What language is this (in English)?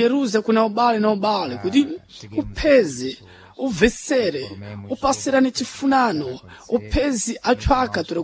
Sena